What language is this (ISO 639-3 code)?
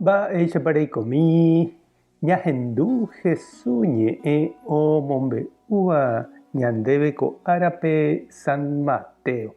grn